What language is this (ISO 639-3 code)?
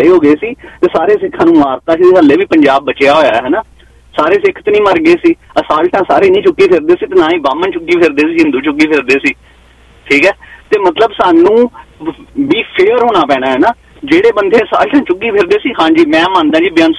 pan